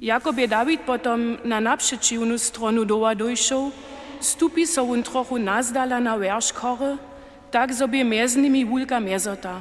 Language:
Upper Sorbian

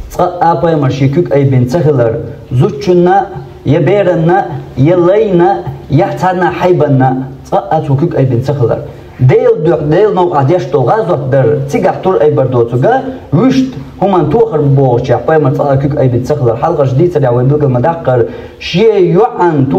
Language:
Chechen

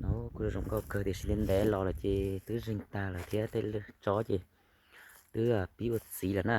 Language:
Hmong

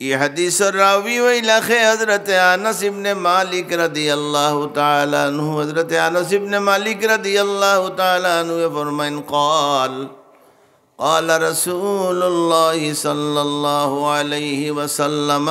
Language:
Sylheti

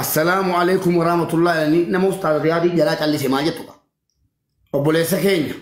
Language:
Oromo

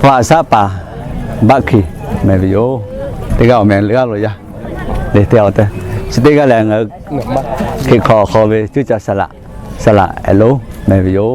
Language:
Lahu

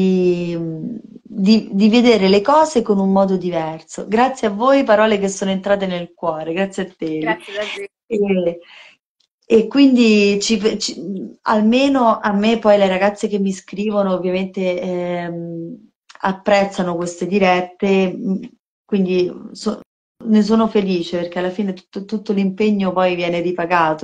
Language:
Italian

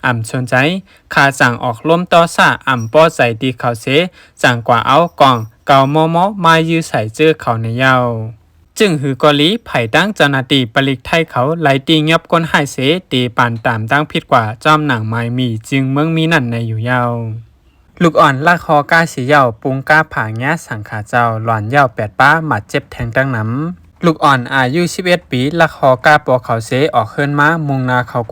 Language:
Shan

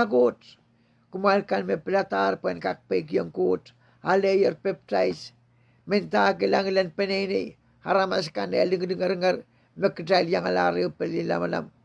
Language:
Pohnpeian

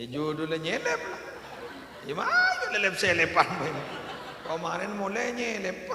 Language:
Madurese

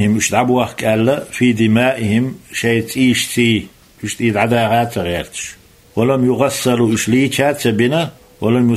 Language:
Chechen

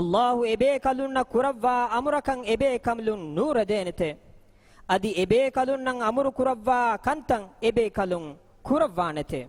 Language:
Divehi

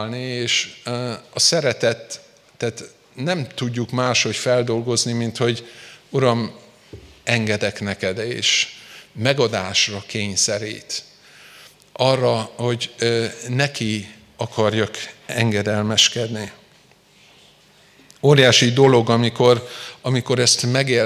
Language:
Hungarian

